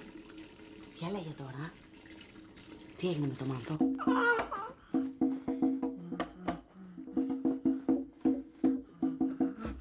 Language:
Greek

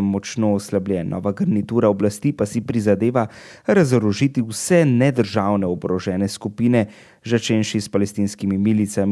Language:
Slovenian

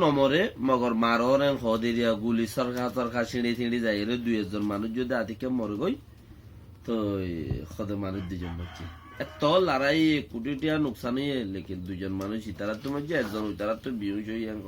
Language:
Rohingya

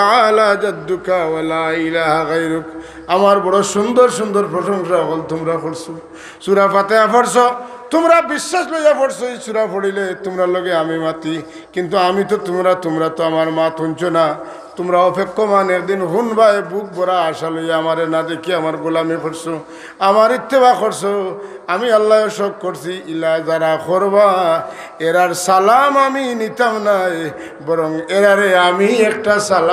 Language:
Sylheti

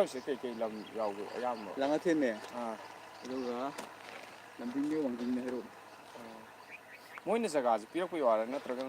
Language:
Manipuri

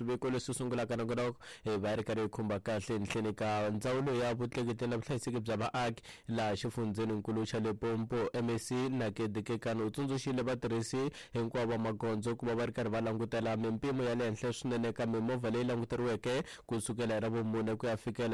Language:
Tsonga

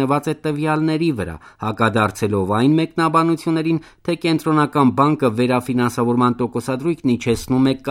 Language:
Armenian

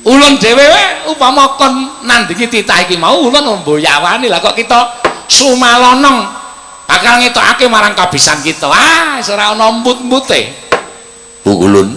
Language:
Javanese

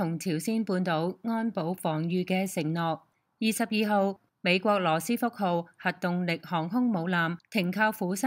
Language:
Cantonese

